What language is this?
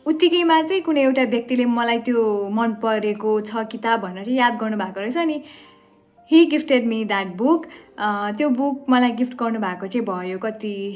Nepali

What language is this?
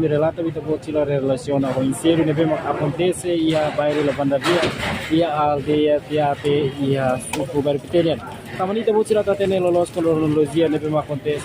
Tetum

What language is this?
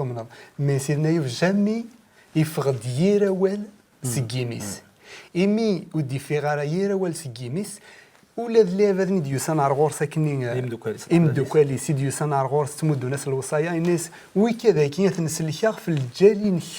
Kabyle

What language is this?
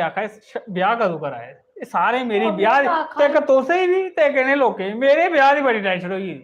Dogri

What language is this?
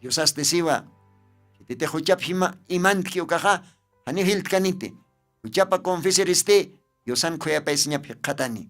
Aymara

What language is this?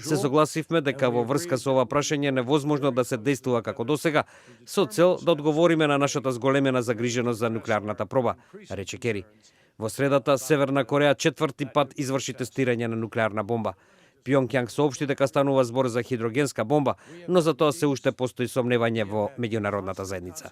Macedonian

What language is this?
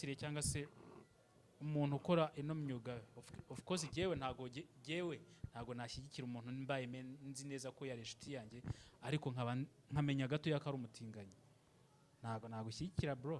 Kinyarwanda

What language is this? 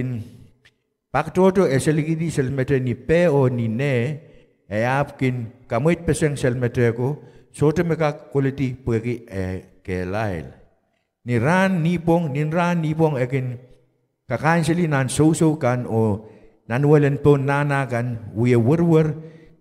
Pohnpeian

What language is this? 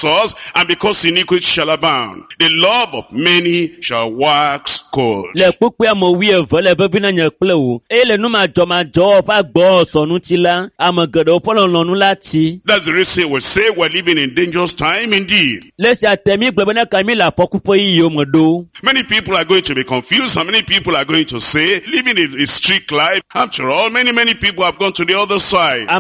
Ewe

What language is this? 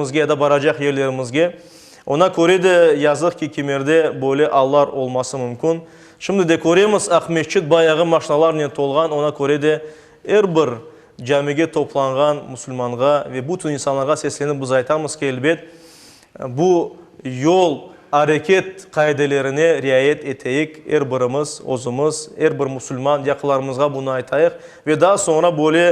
Crimean Tatar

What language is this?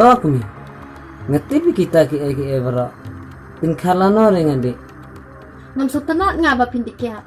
Khasi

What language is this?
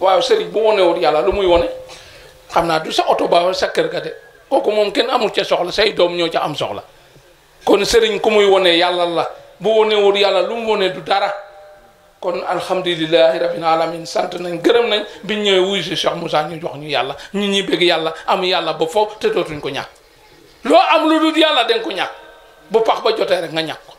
Wolof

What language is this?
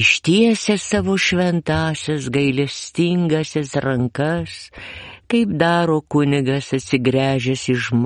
Lithuanian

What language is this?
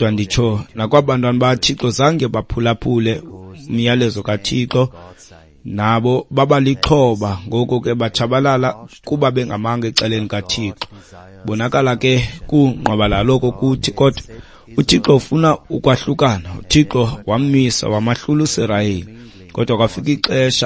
Xhosa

